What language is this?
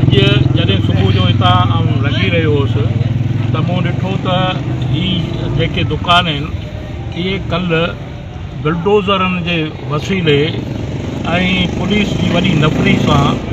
Sindhi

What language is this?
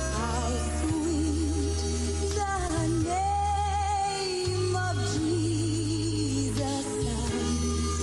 Gilbertese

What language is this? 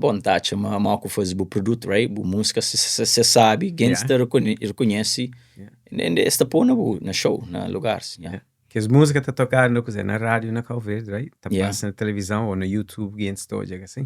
Kabuverdianu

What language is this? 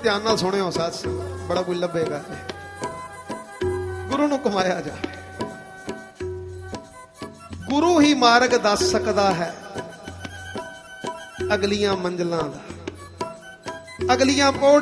Punjabi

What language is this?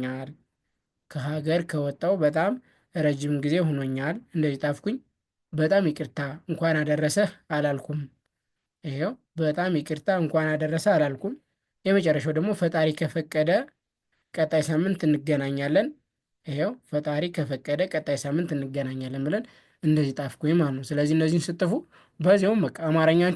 Amharic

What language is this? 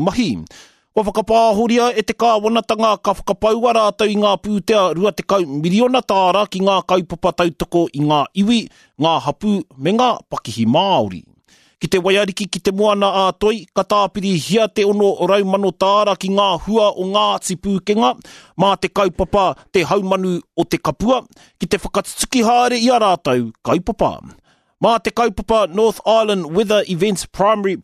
Māori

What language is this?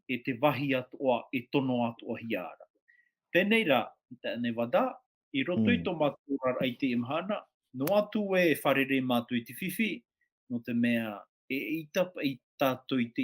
Tahitian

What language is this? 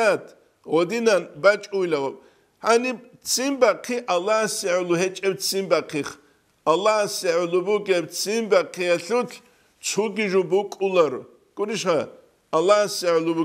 Avaric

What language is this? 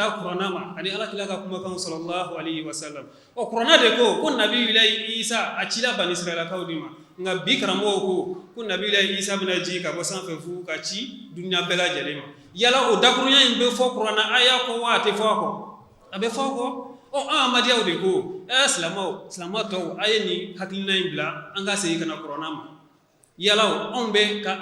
Bambara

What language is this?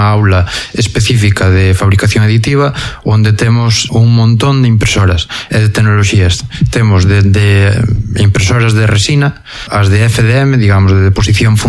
Galician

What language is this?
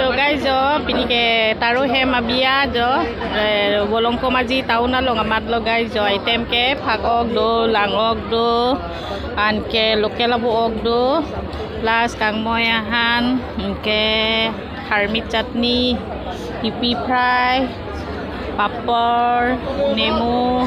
Karbi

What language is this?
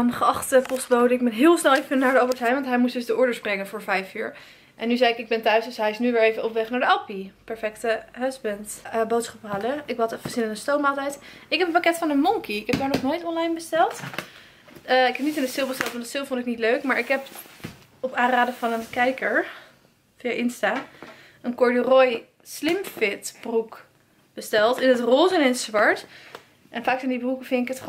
Dutch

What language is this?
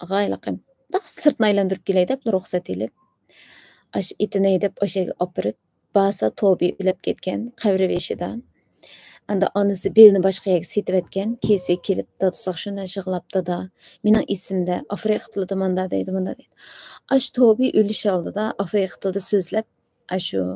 Uyghur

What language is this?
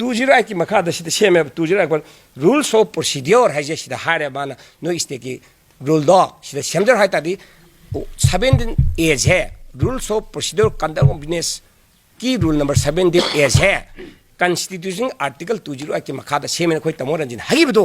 Manipuri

